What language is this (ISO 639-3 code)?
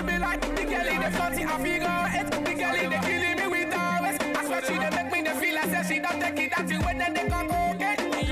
pcm